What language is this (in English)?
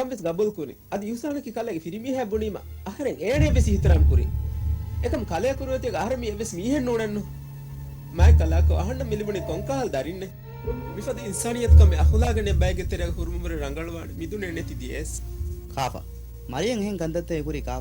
Divehi